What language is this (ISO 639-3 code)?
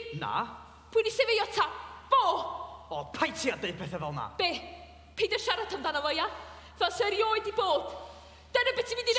cym